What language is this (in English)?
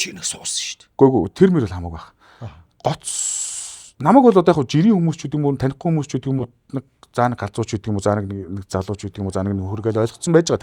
Mongolian